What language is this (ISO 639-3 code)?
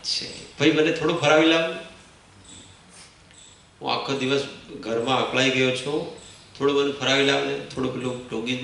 guj